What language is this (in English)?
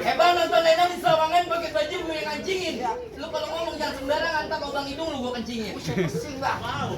Betawi